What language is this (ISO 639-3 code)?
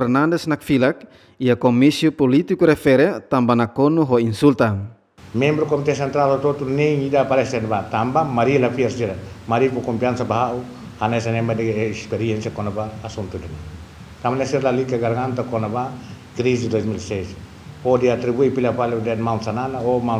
tet